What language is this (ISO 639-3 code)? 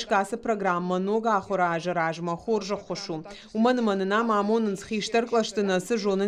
oss